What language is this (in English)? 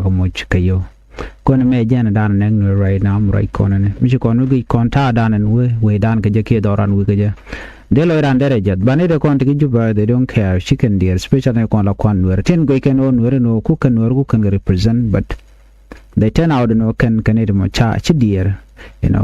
Nuer